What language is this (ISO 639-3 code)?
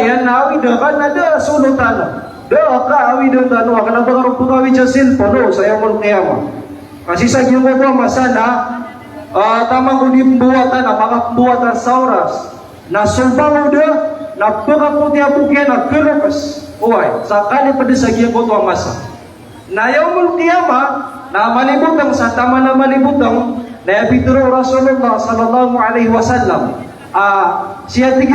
mrw